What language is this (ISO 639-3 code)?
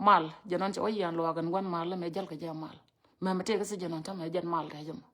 nus